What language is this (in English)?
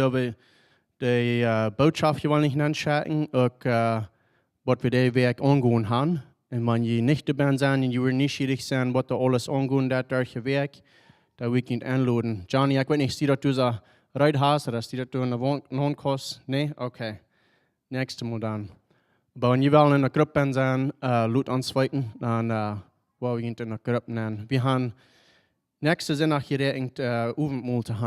Plautdietsch